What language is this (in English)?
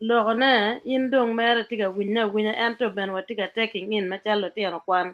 Acoli